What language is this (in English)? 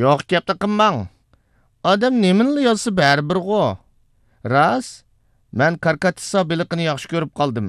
Uyghur